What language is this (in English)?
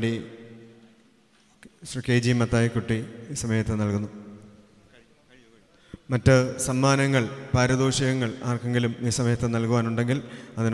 Malayalam